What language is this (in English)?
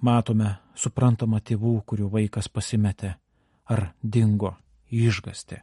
Lithuanian